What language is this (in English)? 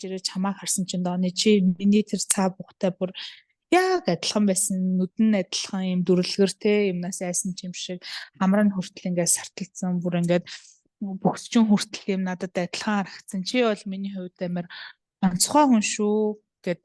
Mongolian